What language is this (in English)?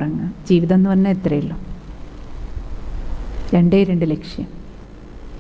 Malayalam